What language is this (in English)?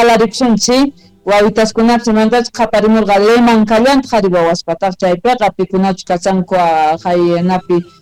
South Bolivian Quechua